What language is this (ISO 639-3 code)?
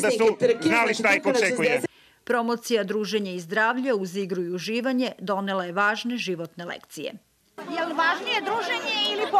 srp